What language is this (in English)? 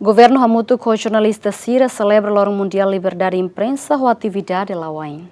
Tetum